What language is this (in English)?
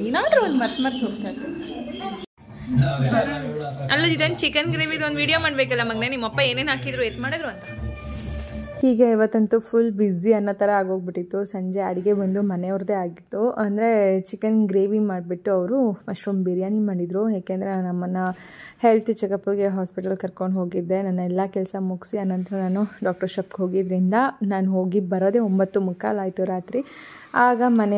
Kannada